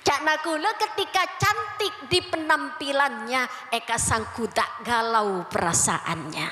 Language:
Madurese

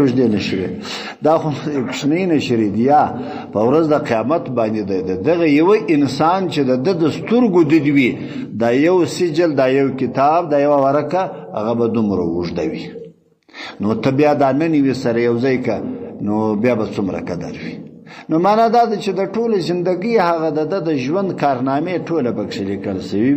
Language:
Pashto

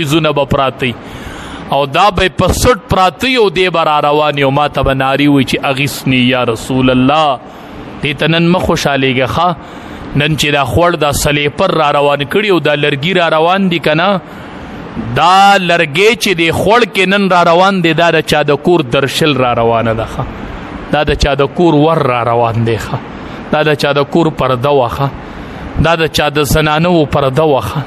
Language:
Pashto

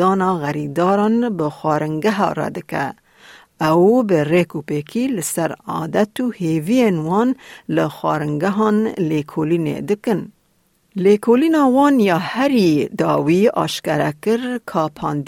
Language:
Kurdish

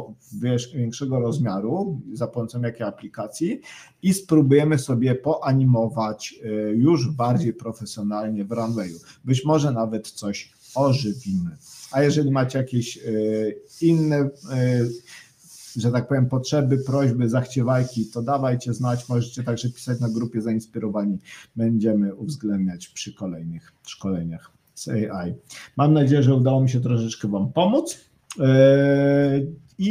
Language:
Polish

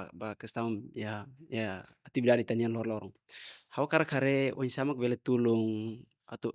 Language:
Tetum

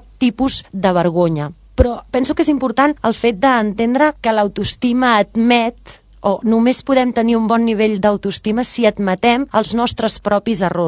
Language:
Catalan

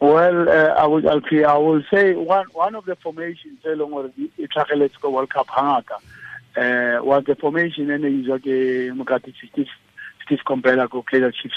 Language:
Tswana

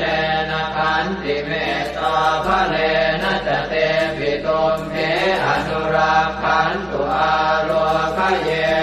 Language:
Pali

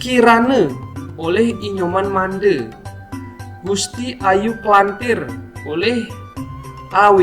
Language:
Balinese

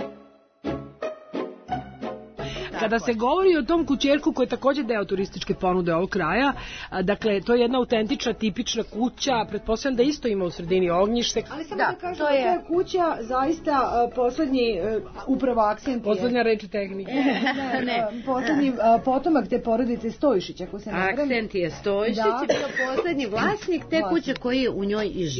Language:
Serbian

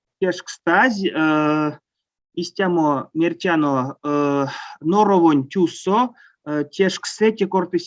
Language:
Erzya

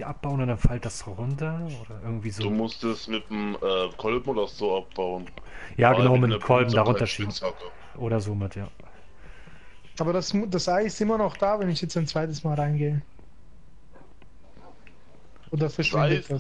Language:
German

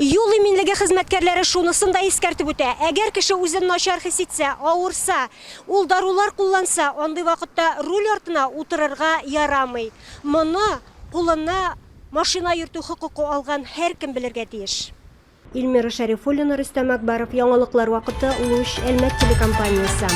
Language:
Tatar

